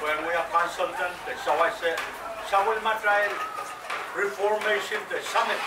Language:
Pohnpeian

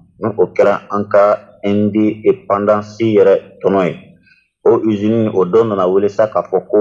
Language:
Bambara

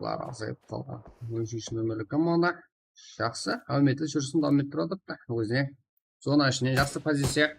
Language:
Kara-Kalpak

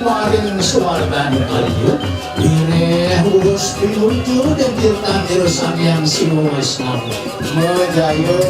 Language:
Balinese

